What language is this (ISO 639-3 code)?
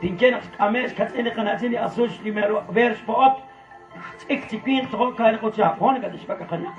kek